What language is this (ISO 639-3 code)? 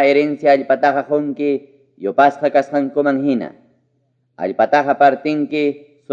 quy